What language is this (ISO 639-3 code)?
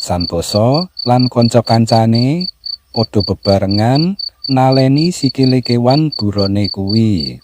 jav